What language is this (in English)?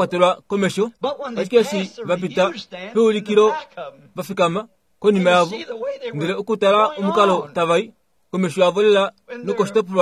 Kuanyama